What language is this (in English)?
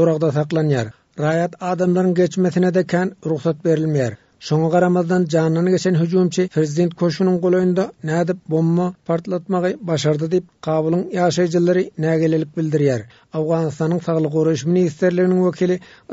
Turkmen